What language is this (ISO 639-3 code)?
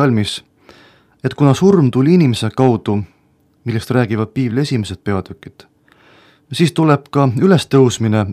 est